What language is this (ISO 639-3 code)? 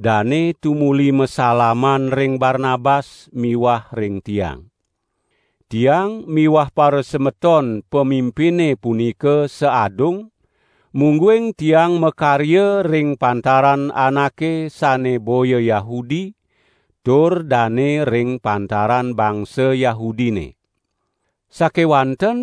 ban